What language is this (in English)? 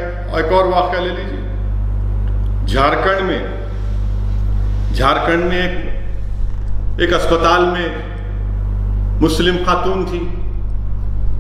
Urdu